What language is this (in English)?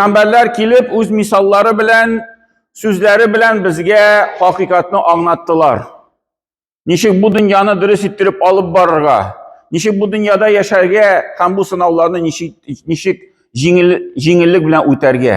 Tatar